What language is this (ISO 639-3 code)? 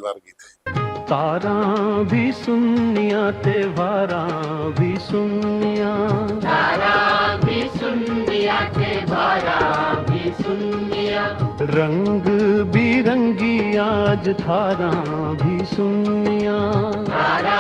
doi